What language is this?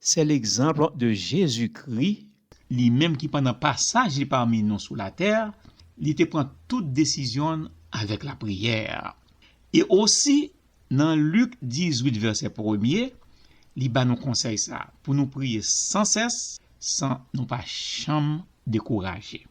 Haitian Creole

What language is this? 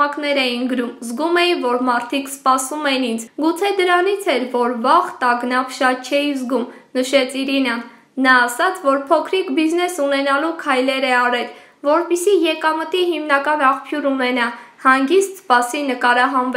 Armenian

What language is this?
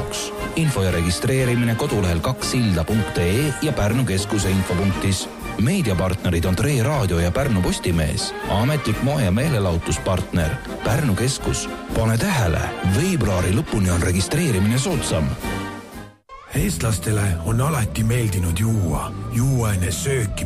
Estonian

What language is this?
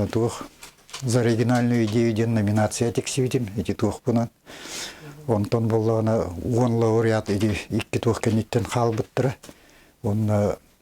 Yakut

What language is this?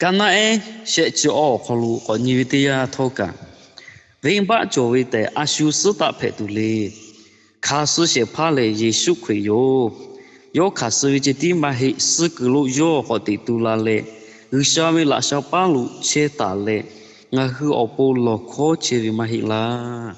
Lahu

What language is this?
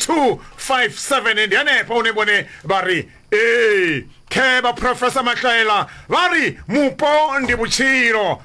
Venda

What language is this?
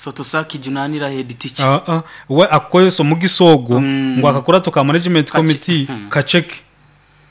Nyoro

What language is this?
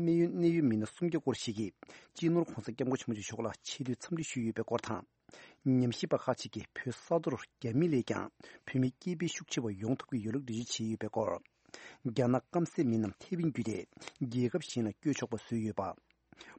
Tibetan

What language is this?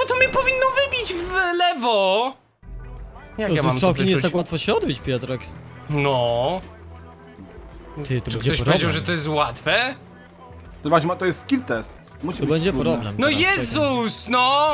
Polish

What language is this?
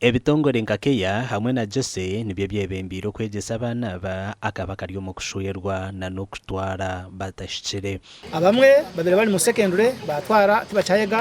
Nyankole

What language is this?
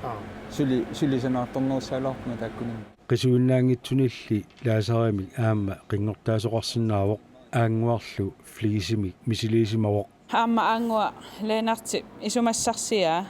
Kalaallisut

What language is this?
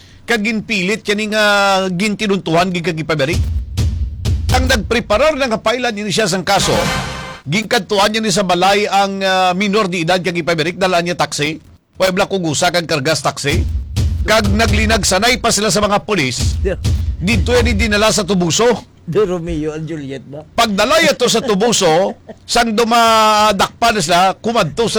Hiligaynon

